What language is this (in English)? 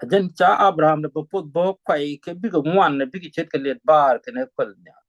Nuer